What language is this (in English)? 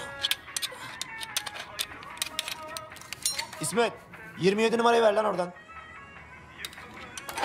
Turkish